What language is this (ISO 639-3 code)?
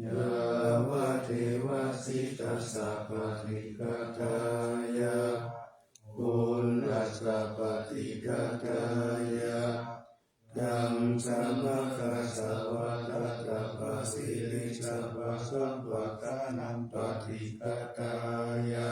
pli